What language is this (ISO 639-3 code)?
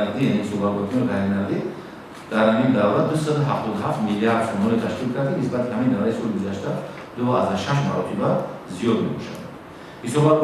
tgk